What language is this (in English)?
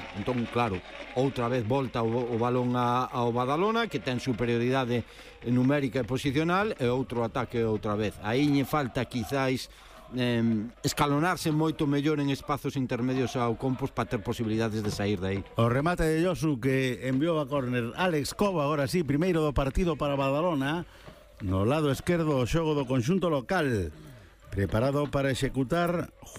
Galician